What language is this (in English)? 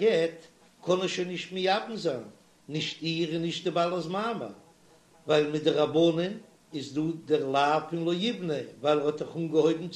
Yiddish